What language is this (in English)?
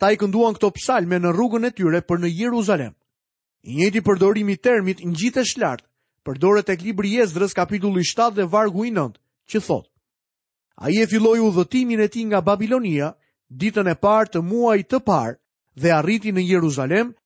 Albanian